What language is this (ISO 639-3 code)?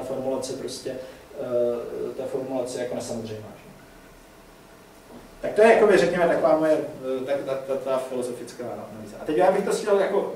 ces